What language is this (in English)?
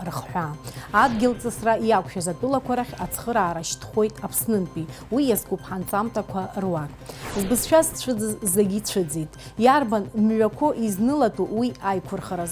Abkhazian